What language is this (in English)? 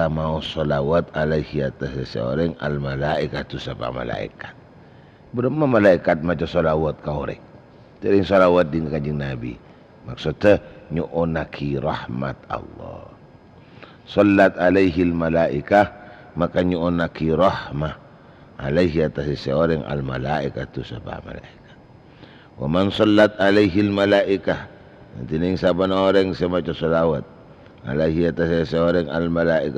Madurese